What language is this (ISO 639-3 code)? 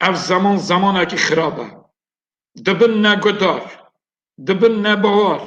kur